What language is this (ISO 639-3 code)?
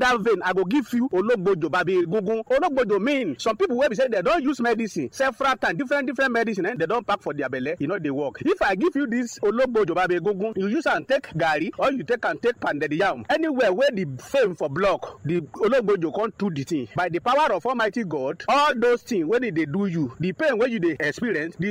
pcm